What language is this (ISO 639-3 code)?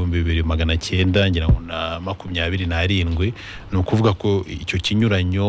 kin